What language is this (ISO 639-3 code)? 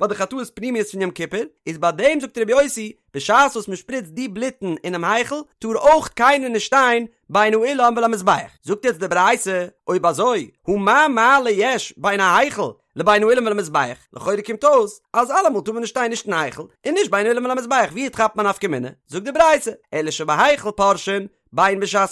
yid